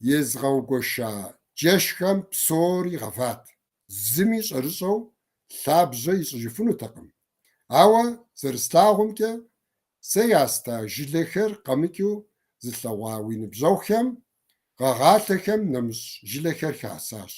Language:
Kabardian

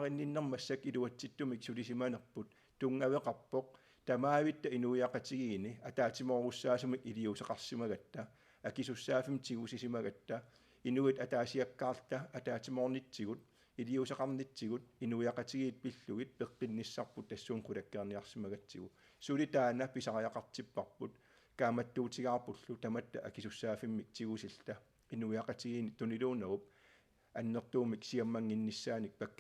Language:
Kalaallisut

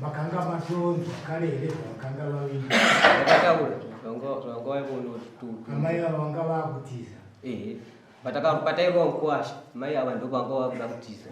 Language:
Shona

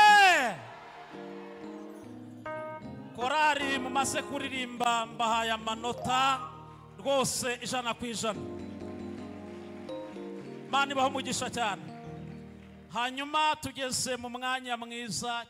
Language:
Kinyarwanda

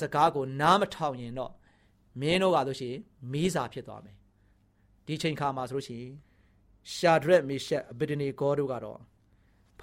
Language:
Burmese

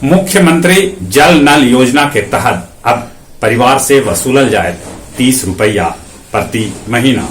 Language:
Magahi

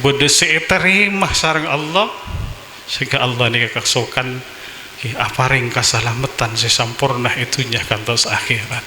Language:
Madurese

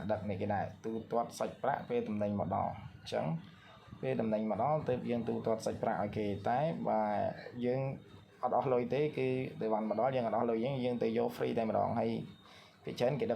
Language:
Khmer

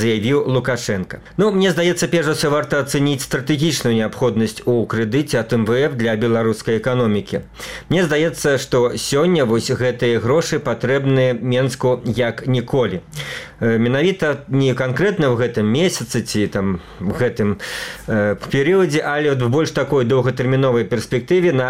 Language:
Belarusian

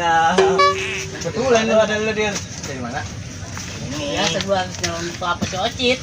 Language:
Betawi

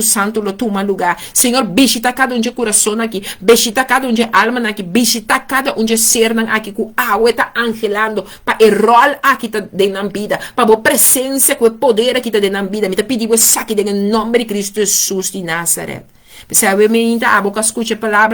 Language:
Papiamento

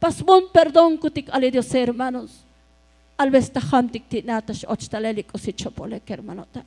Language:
Tzotzil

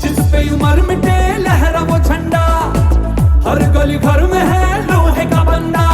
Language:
Konkani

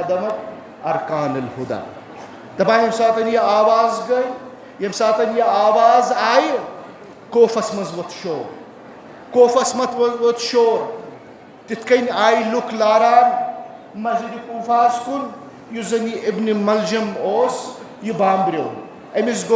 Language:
Kashmiri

